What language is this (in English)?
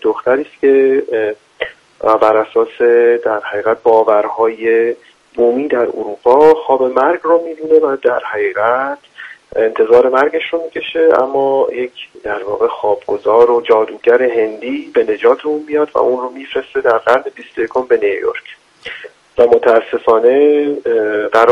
Persian